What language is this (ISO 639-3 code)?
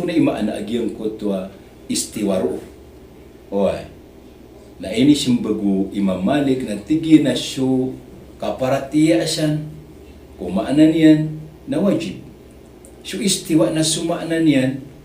mrw